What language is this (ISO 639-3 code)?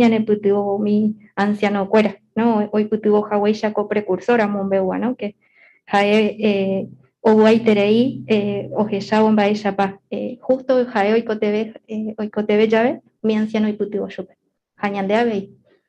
grn